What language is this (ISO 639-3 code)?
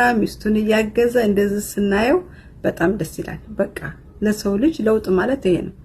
amh